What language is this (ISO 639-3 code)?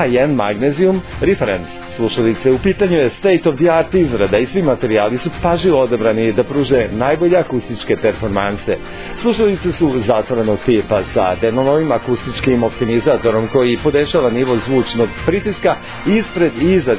srp